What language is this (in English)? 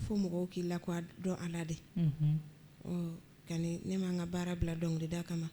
Bambara